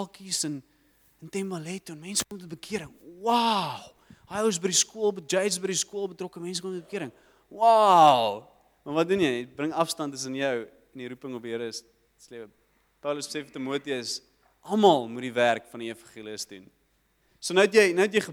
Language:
Afrikaans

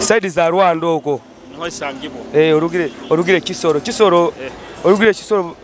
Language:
Nyoro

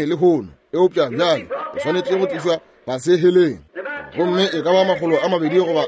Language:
Northern Sotho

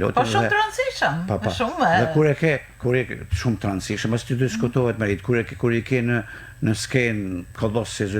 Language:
Albanian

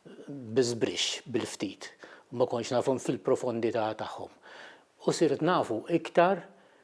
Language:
Maltese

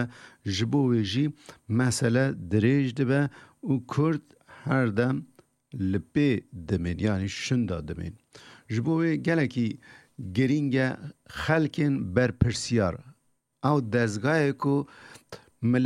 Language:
Kurdish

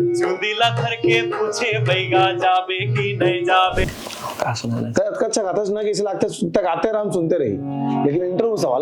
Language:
Chhattisgarhi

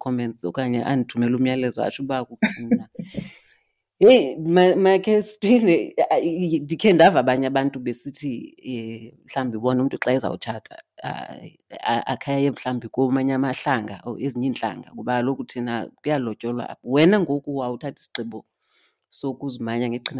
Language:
Xhosa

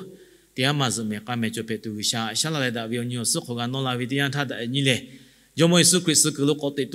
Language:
Lahu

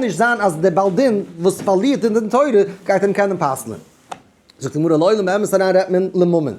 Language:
Yiddish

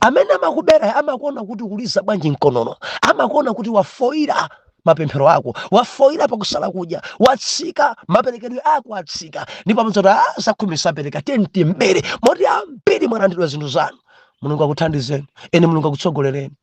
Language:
Nyanja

